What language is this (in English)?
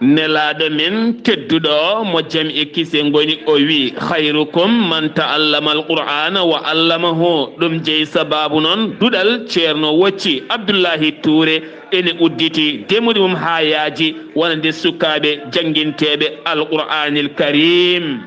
Fula